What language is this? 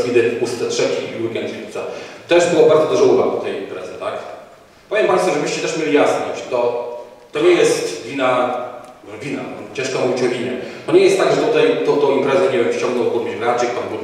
Polish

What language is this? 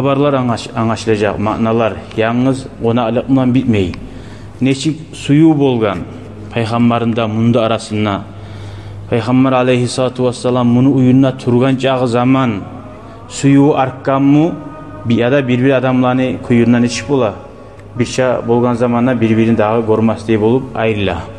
Kumyk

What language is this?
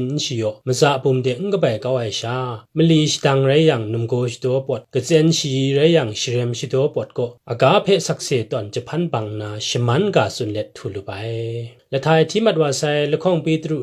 Kachin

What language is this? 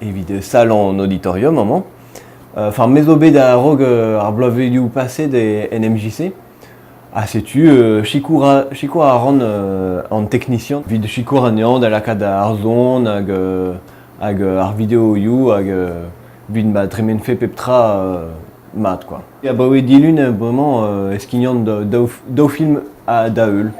Breton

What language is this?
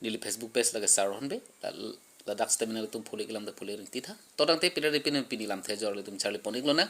Karbi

